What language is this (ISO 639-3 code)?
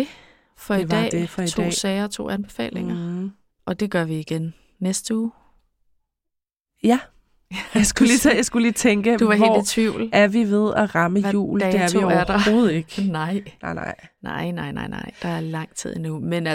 dan